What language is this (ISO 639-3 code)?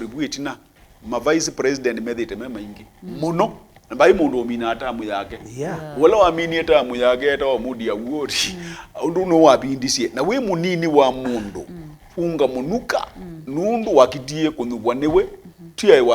kam